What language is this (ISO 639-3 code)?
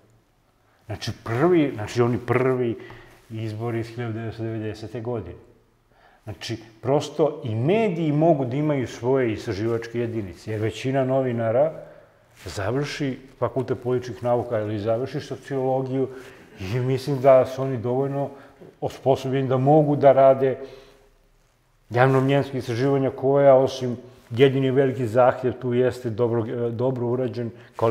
srp